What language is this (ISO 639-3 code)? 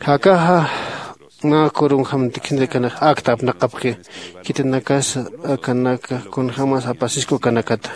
aym